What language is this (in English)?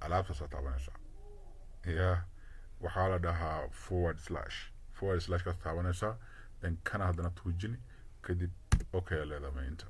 Somali